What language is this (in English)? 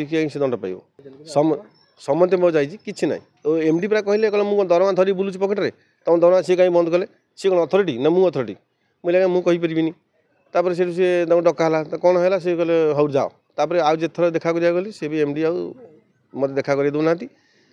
Odia